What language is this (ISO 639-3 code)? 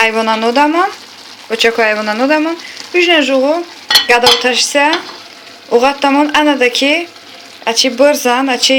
tly